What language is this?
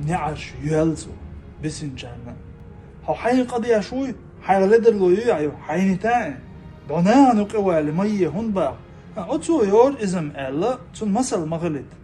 Chechen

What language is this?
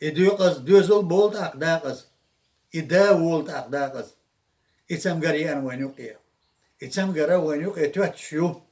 Chechen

